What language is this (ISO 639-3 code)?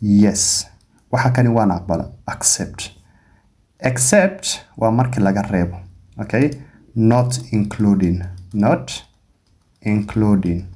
som